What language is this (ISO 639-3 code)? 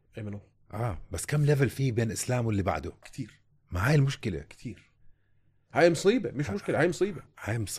apc